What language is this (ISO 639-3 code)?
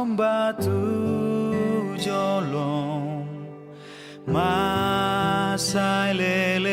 bbc